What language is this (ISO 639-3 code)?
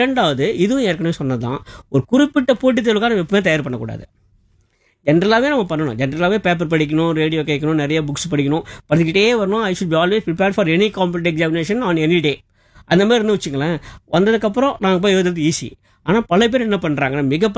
tam